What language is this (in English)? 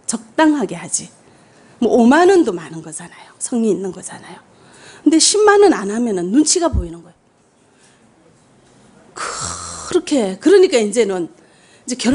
Korean